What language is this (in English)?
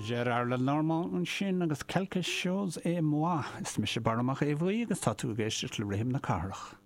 Irish